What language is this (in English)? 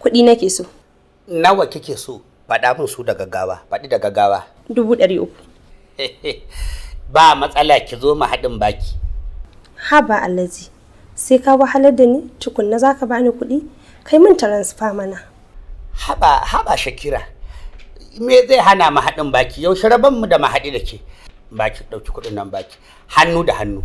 Hausa